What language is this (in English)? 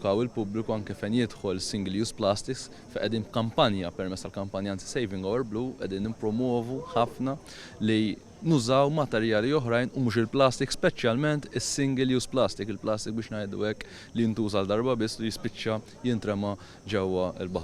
Maltese